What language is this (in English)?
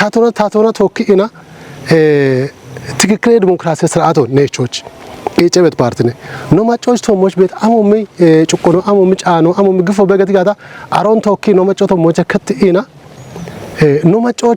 Kafa